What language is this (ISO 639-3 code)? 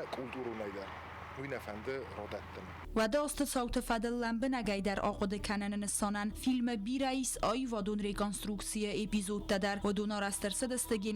oss